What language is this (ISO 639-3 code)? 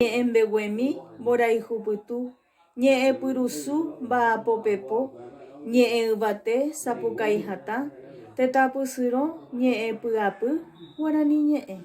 grn